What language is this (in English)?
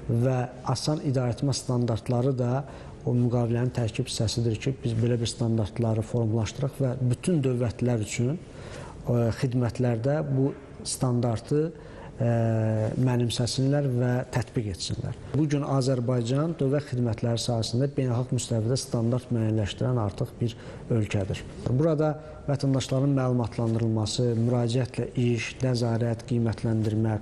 Azerbaijani